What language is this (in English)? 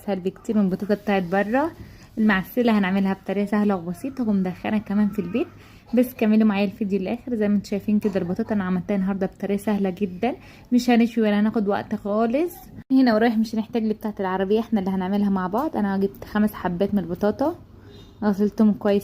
Egyptian Arabic